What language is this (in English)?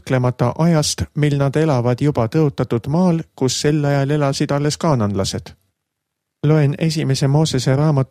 Estonian